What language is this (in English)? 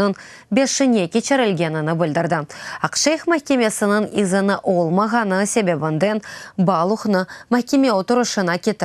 Crimean Tatar